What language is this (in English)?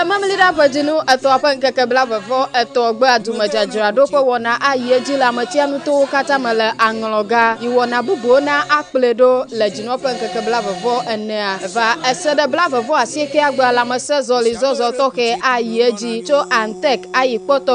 Ewe